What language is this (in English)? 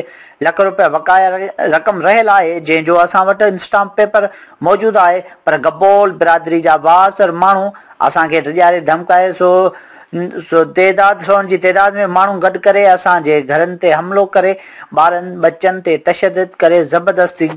Sindhi